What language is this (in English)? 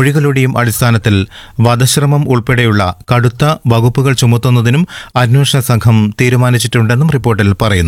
Malayalam